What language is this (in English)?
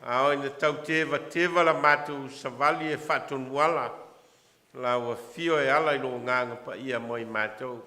Samoan